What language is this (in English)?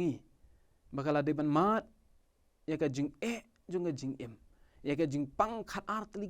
Khasi